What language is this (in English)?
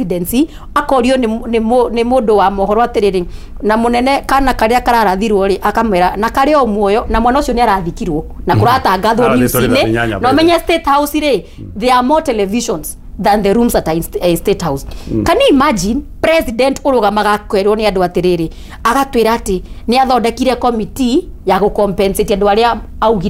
Kikuyu